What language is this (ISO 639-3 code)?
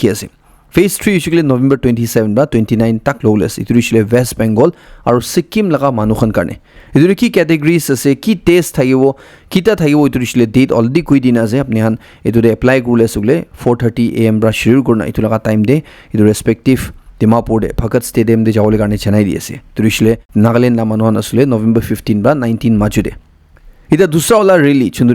nag